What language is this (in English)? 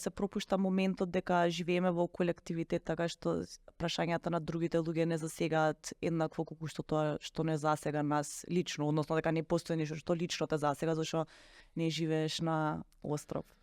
Macedonian